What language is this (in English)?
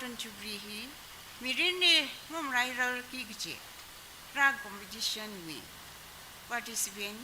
Tangkhul Naga (India)